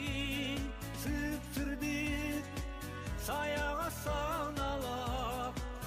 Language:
Yakut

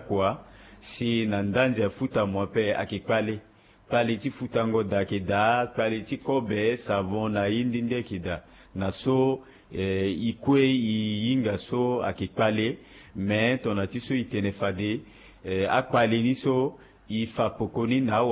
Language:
Sango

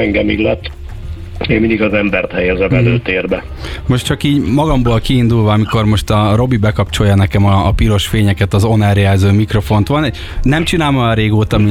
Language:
Hungarian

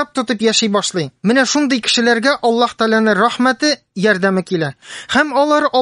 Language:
Tatar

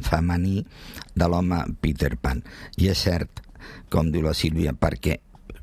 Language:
Catalan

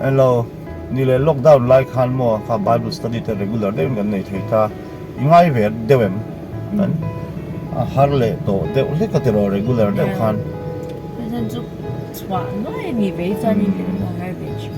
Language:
Mizo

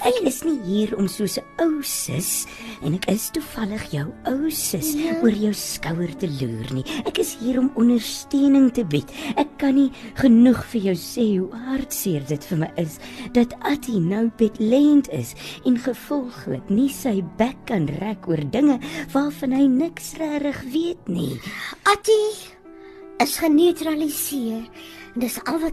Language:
Afrikaans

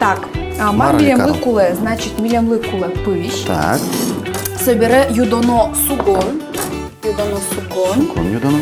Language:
Udmurt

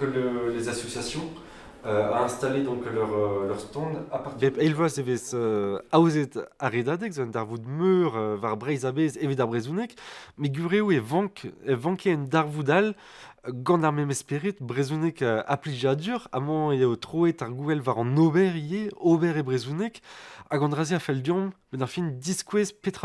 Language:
Breton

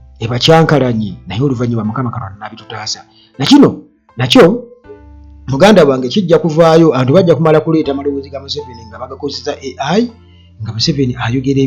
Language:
Ganda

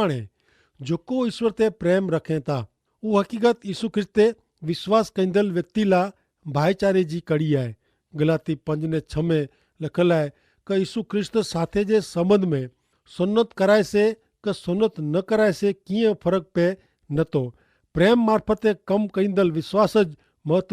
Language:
Kachhi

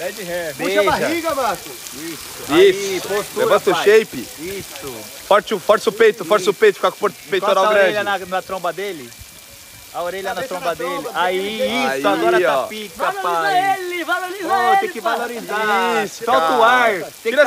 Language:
Portuguese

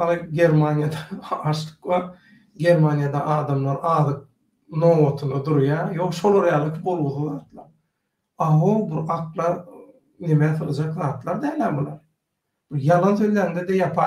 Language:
Turkmen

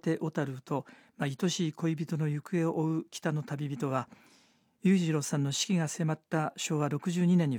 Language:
Japanese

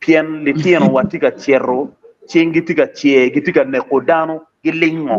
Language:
Acoli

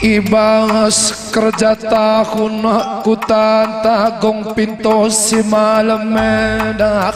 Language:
Batak Karo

